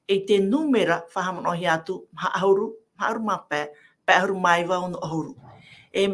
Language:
Tahitian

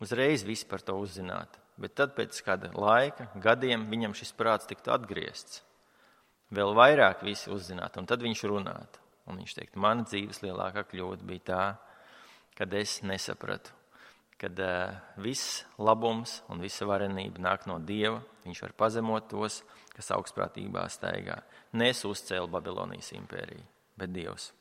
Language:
Latvian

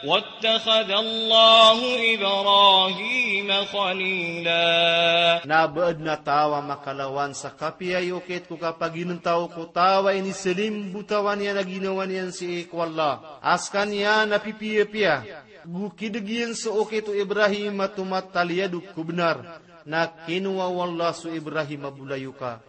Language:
Maranao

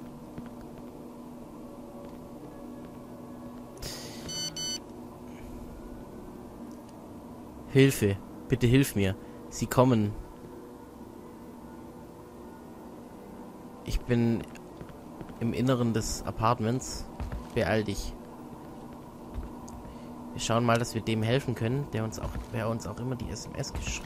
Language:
German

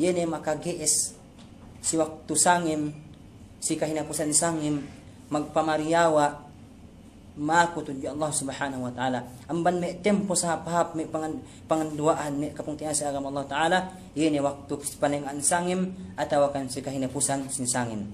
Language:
Yakan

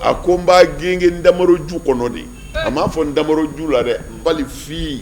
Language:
Bambara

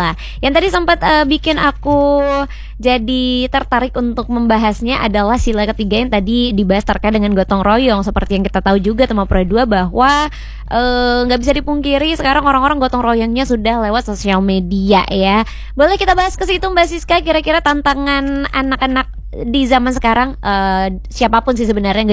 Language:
Indonesian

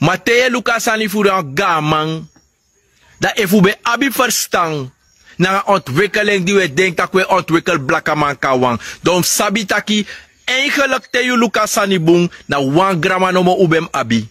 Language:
Sranan Tongo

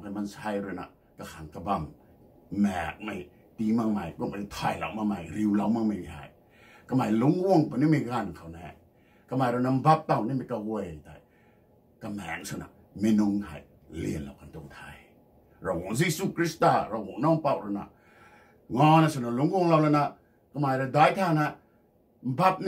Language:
Rongmei Naga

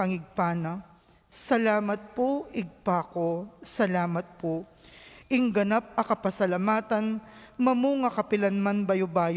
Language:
Pampanga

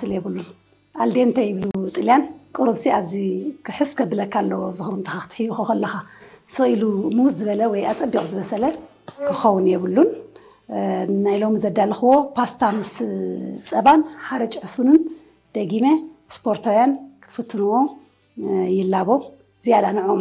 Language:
Tigrinya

